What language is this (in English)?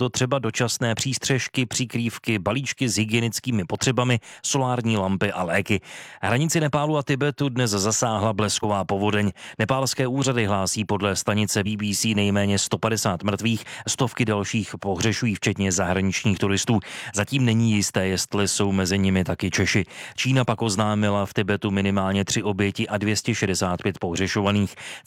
Czech